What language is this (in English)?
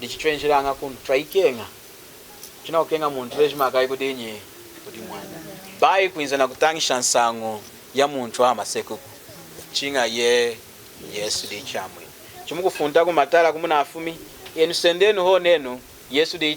Lunda